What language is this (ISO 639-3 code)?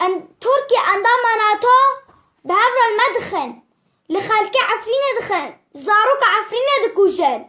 kur